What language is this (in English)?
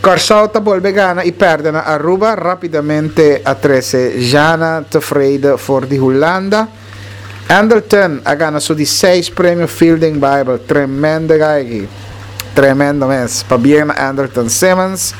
Papiamento